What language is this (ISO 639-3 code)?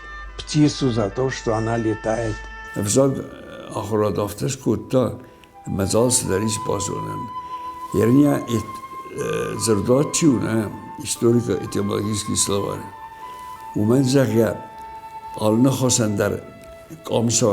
oss